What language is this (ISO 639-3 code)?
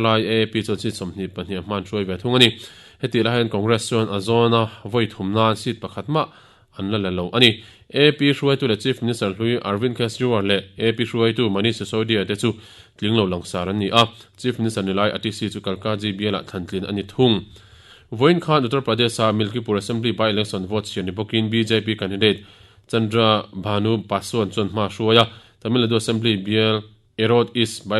lus